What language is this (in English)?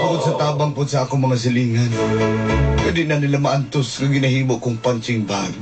Cebuano